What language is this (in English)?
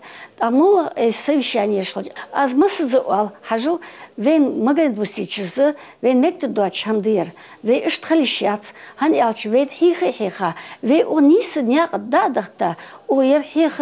Ingush